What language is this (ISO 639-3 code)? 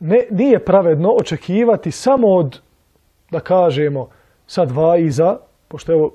bos